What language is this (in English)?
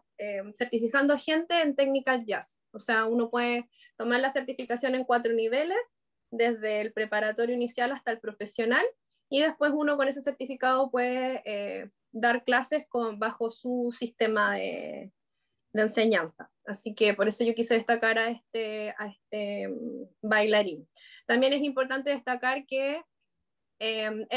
Spanish